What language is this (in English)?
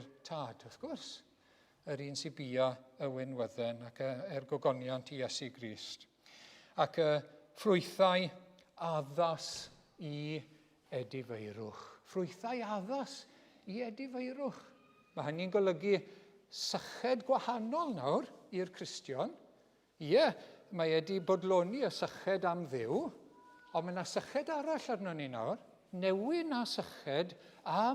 Welsh